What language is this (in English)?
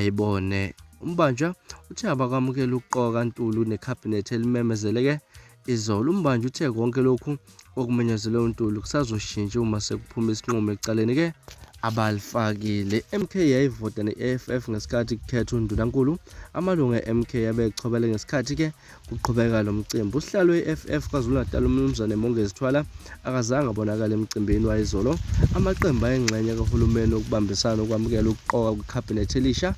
Zulu